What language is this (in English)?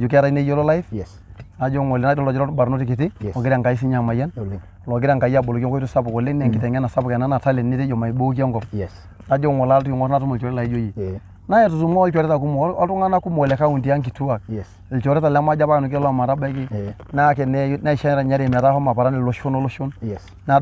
Masai